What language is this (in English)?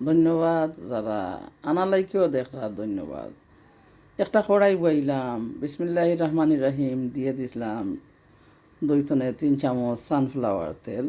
Sylheti